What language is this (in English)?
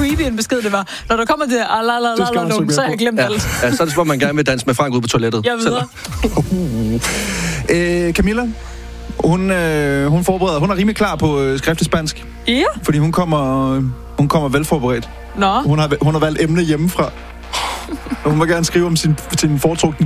Danish